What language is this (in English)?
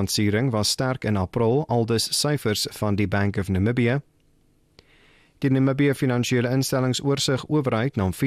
Afrikaans